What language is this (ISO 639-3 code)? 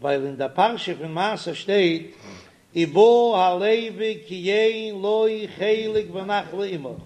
yid